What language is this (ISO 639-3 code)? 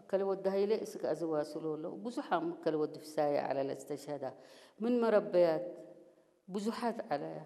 tir